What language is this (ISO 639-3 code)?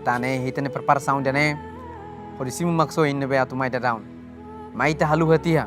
tet